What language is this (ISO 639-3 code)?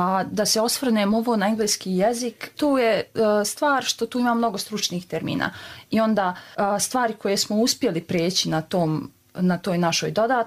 hrv